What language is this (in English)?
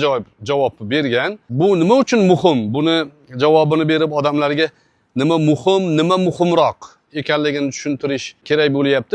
Uzbek